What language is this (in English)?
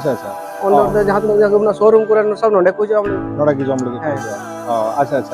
Santali